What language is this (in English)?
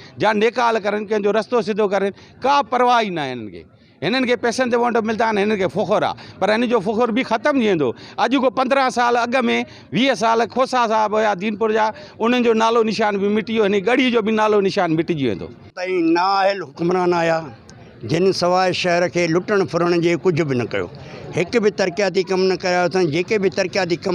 Sindhi